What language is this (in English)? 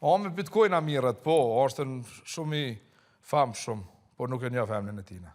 Albanian